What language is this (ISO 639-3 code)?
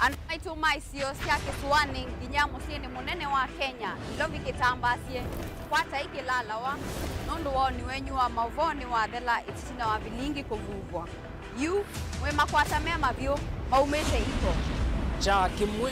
kam